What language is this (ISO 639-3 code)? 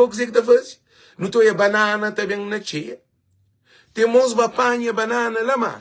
kea